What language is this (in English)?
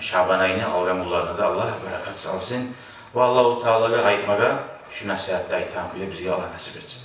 Kumyk